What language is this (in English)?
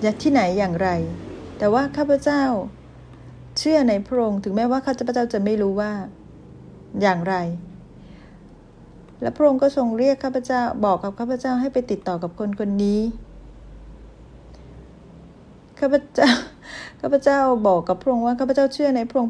Thai